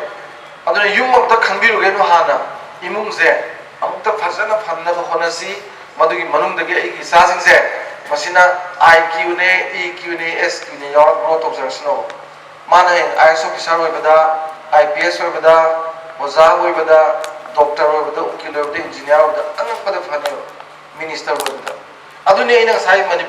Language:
Manipuri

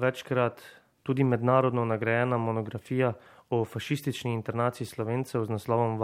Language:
Slovenian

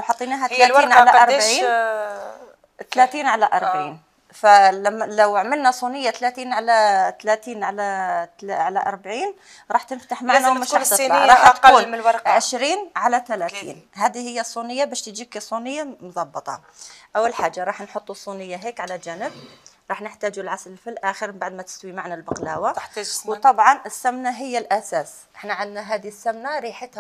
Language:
Algerian Arabic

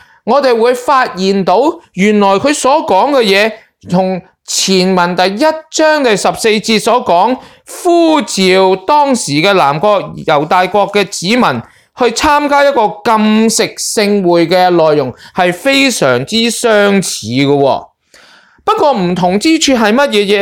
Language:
Cantonese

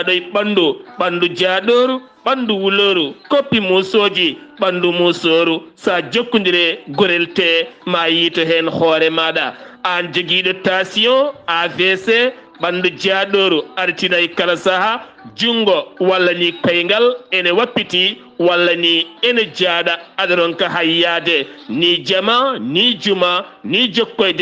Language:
Fula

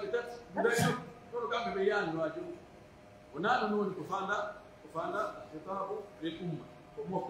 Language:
Pular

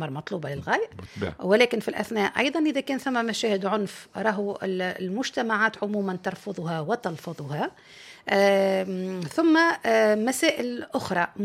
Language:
Tunisian Arabic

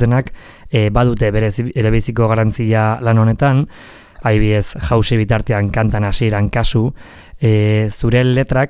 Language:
Basque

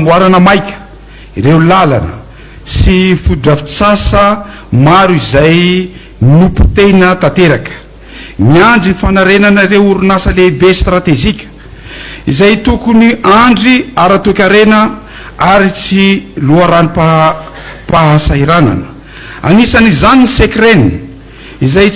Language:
Malagasy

